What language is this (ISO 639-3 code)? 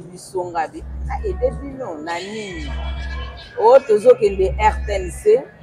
lin